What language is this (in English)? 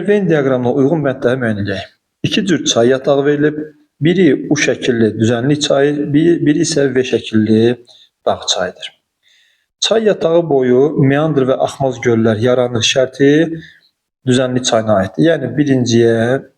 Azerbaijani